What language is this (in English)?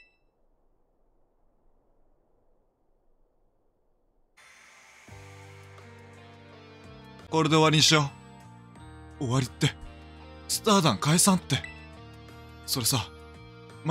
Japanese